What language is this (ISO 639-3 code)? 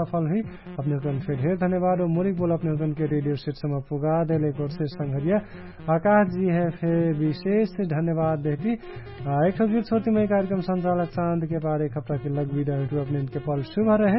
thl